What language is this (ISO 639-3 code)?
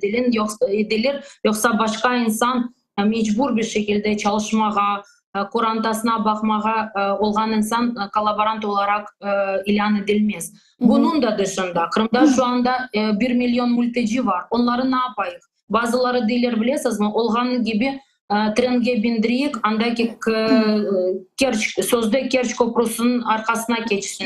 crh